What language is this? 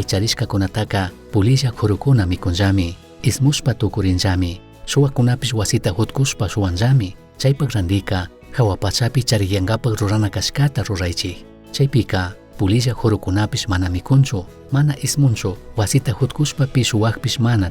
Chimborazo Highland Quichua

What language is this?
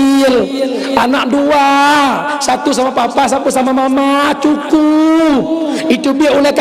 Achinese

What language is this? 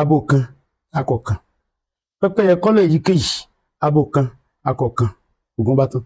Yoruba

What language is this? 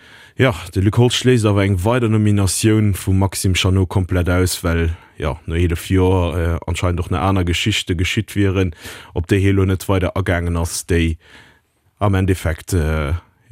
Luxembourgish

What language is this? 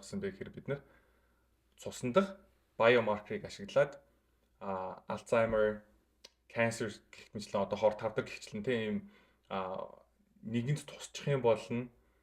Mongolian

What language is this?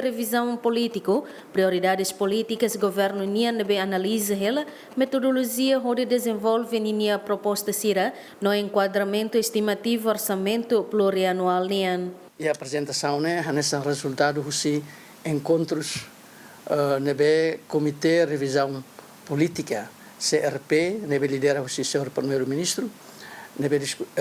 Tetum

